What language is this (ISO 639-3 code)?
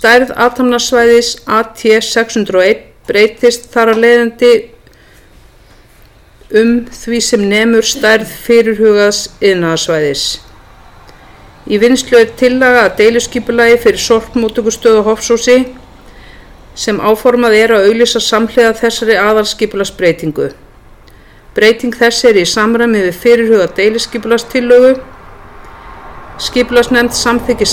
isl